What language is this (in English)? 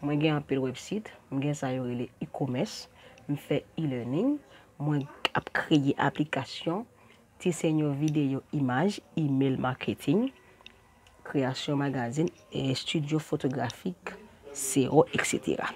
Haitian Creole